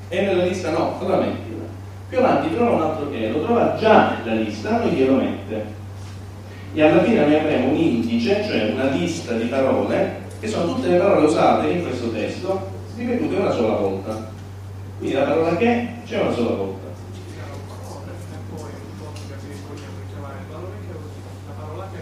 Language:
Italian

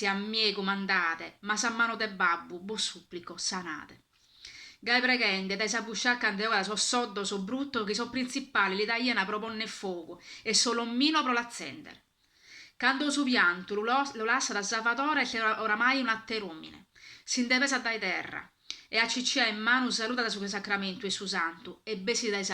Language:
Sardinian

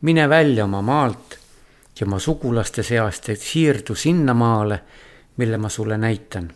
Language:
Estonian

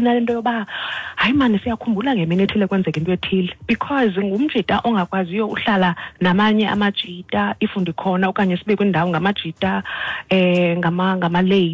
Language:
Xhosa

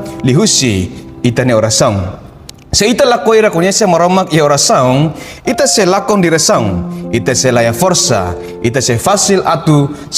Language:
Tetum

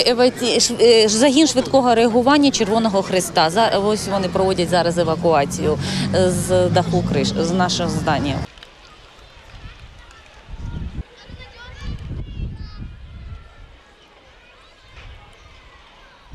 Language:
Ukrainian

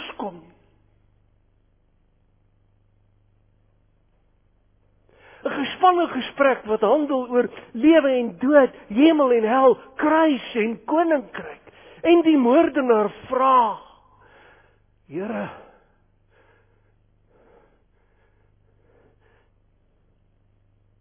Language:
Afrikaans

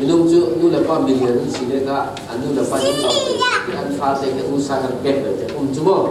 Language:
Falam Chin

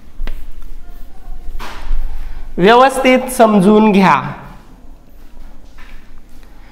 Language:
Marathi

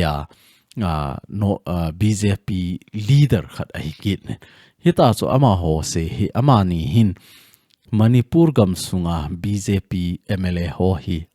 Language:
Thado Chin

